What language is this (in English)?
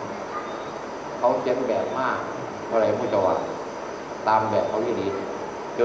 Thai